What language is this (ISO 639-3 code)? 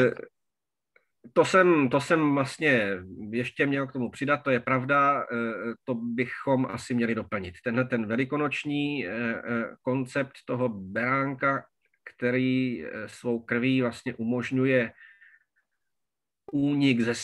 ces